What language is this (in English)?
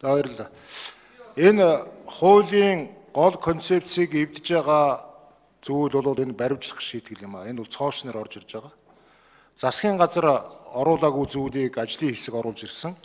Mongolian